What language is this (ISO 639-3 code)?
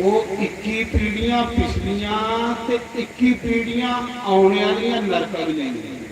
doi